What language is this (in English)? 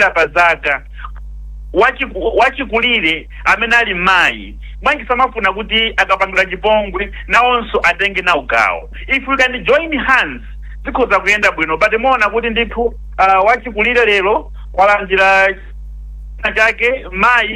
Nyanja